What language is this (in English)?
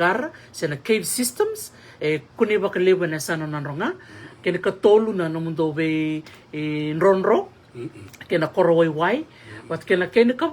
Fijian